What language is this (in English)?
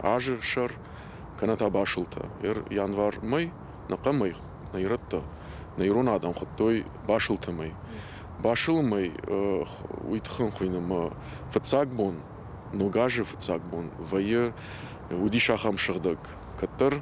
Ossetic